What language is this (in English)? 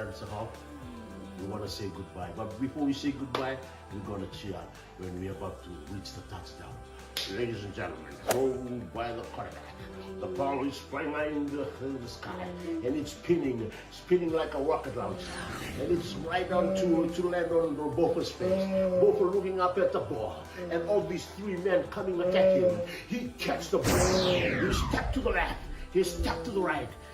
Fijian